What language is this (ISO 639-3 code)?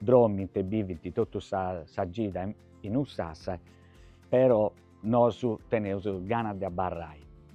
srd